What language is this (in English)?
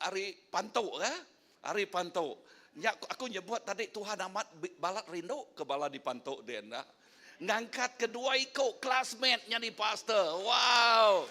Iban